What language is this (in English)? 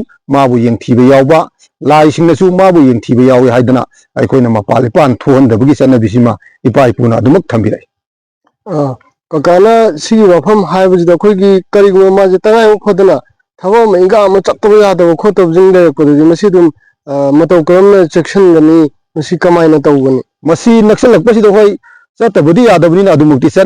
Manipuri